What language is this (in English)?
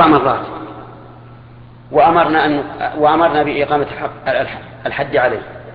Arabic